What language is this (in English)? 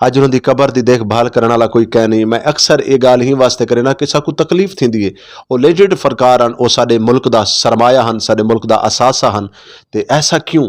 Saraiki